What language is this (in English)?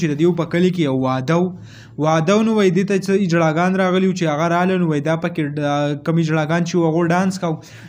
Pashto